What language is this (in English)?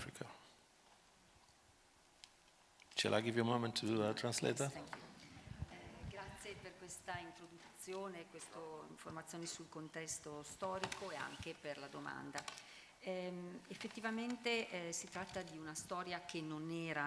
Italian